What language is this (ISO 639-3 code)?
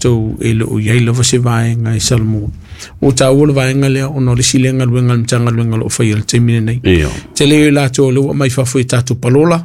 smo